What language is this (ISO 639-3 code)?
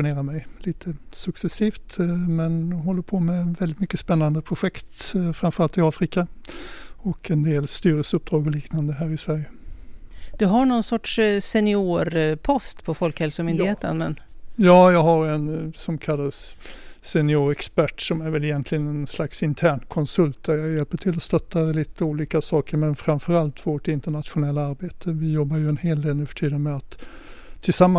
swe